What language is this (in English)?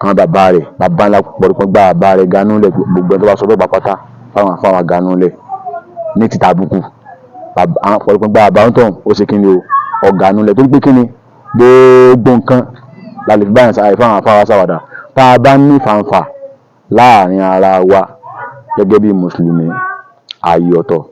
Yoruba